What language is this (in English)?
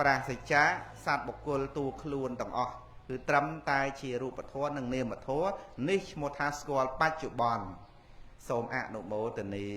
Khmer